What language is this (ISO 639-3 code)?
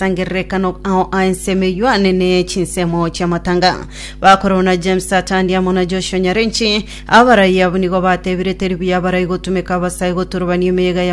guz